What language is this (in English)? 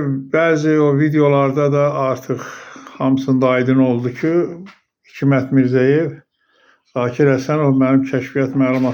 Azerbaijani